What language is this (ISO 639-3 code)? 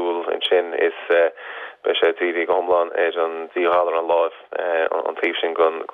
gle